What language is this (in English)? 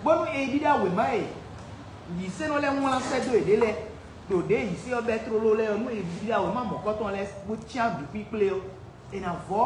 Fon